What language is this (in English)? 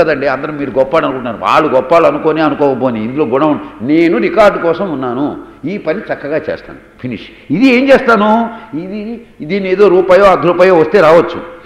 Telugu